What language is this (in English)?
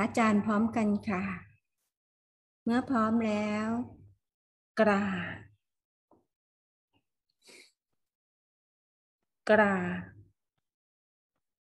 Thai